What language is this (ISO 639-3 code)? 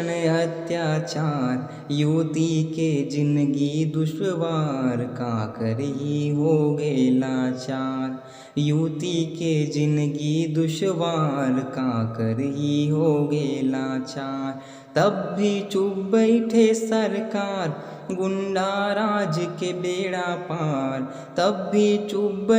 hne